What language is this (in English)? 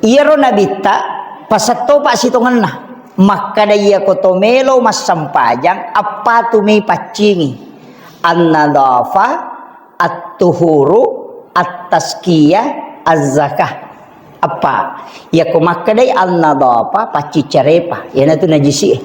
Buginese